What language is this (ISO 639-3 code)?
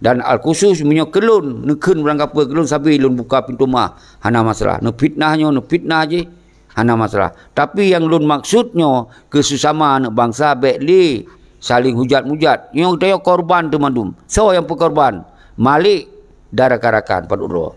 ace